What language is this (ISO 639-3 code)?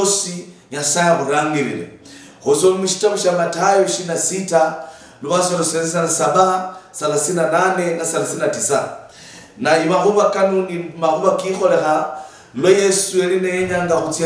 luy